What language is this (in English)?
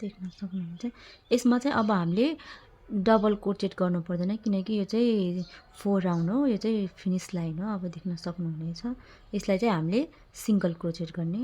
Nepali